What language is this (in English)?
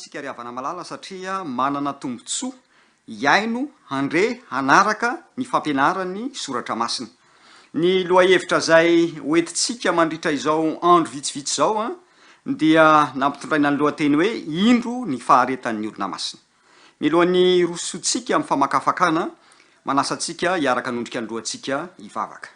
Malagasy